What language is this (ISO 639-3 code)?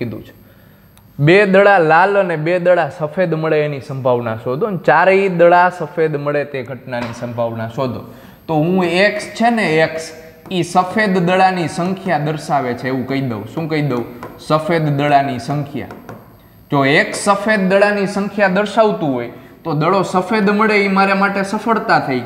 guj